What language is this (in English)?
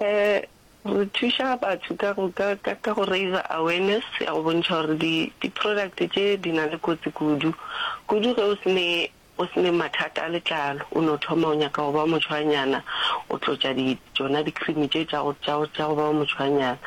Northern Sotho